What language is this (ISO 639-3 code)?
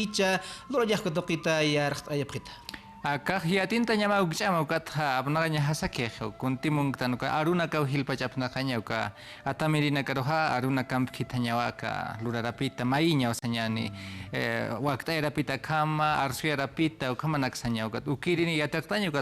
aym